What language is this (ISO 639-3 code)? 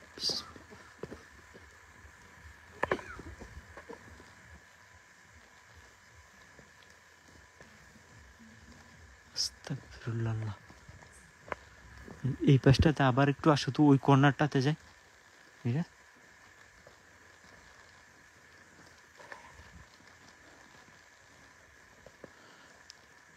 ben